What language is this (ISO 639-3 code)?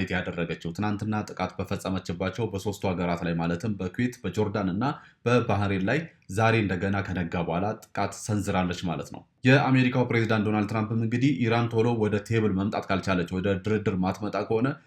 amh